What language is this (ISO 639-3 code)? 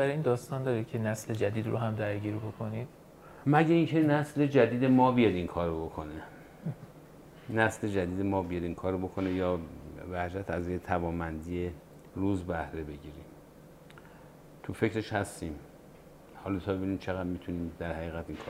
fas